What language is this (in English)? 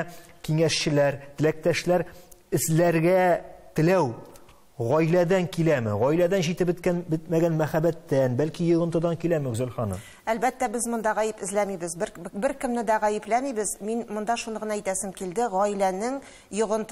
Tatar